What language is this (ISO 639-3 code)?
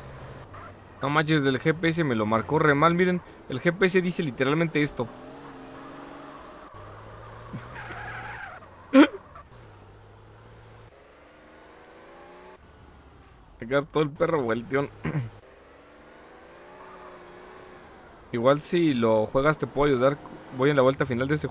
spa